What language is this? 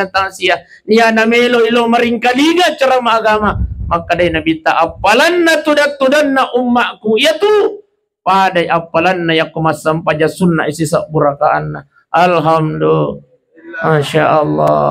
Buginese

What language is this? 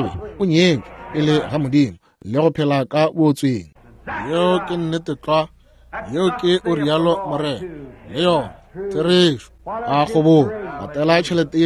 Northern Sotho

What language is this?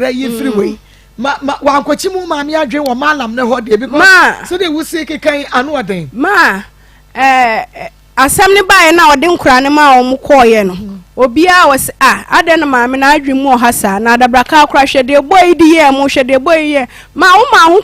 Akan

